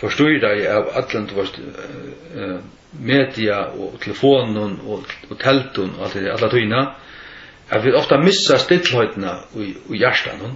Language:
Faroese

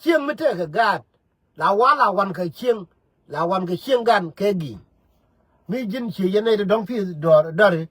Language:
Nuer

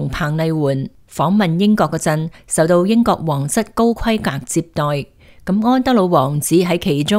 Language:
Cantonese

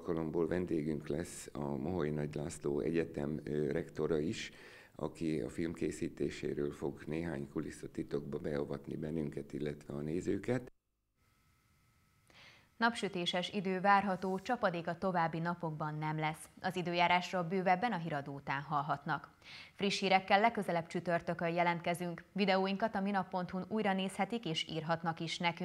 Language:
Hungarian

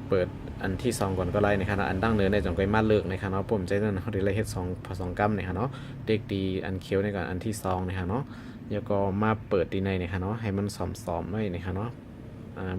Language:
Shan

